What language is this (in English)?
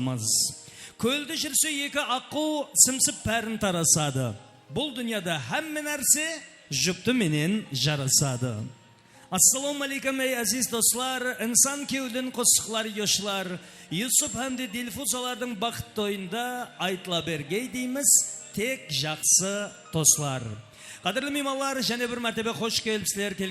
Kara-Kalpak